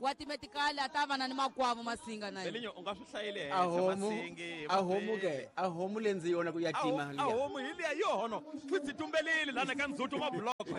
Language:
Tsonga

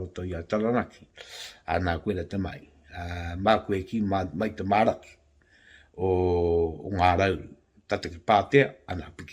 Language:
Māori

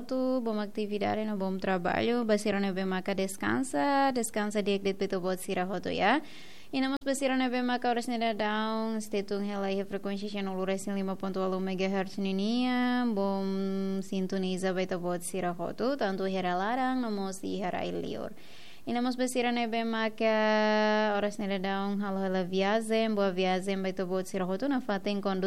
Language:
Tetum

